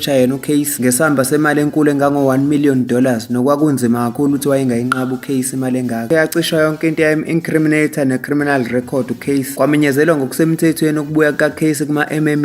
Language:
Zulu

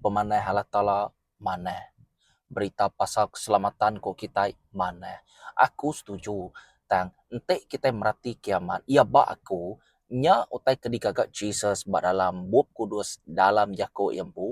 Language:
Iban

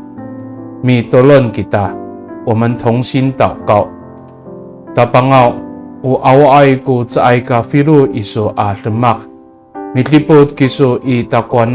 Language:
Amis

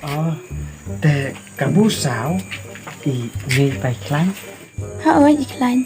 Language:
Khasi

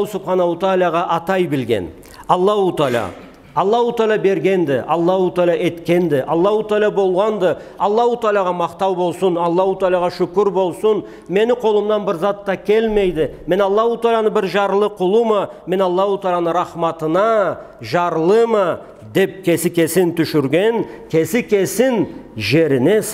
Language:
Karachay-Balkar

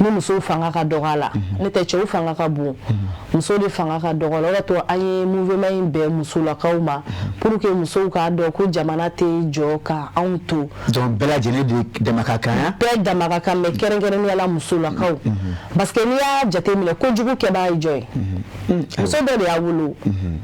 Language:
Bambara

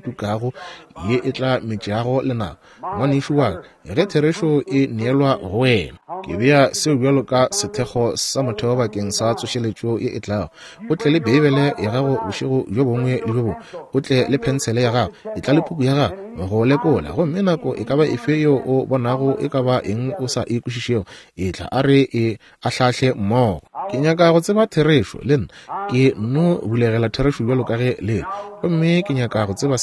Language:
Northern Sotho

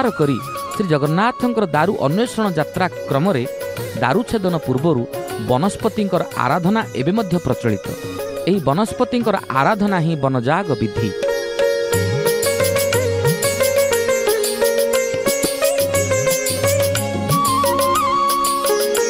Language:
Odia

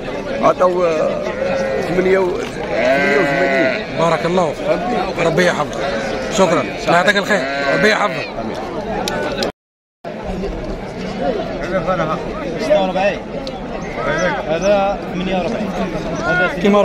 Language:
Algerian Arabic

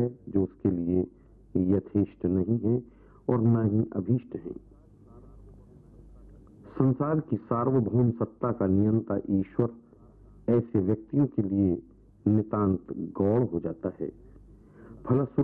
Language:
Hindi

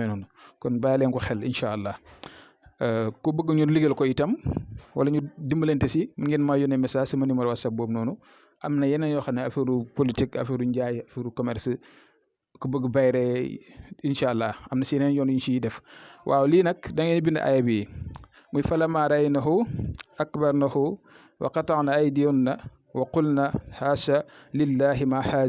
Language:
Wolof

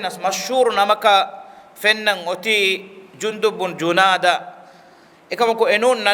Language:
Divehi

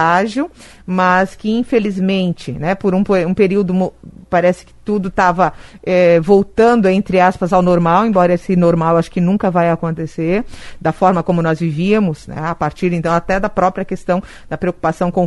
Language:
Portuguese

